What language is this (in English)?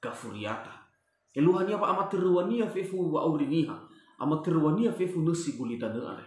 Nias